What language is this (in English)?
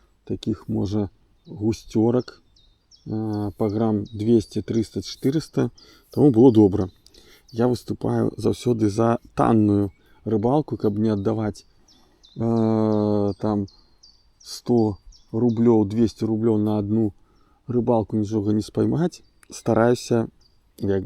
Belarusian